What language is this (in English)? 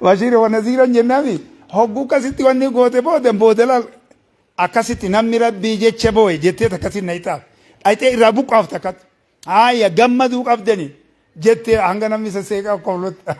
Oromo